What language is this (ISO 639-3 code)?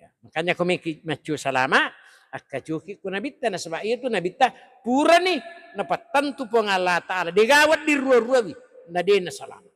bug